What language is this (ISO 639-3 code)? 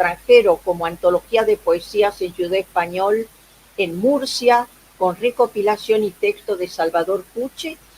lad